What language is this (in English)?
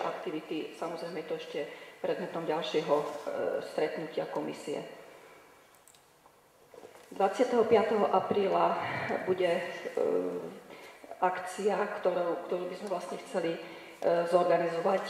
Slovak